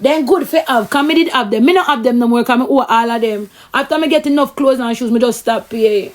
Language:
Jamaican Creole English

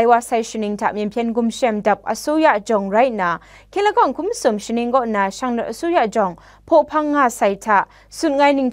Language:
Kachin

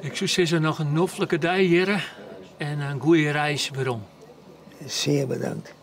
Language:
Western Frisian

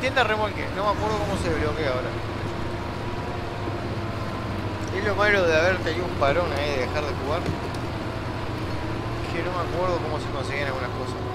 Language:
Spanish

